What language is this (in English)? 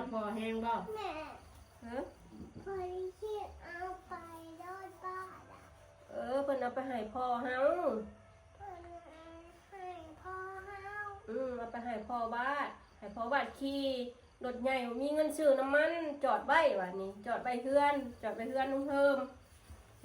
Northeastern Thai